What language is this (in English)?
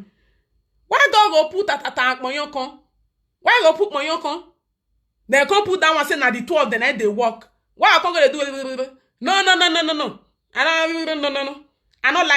Nigerian Pidgin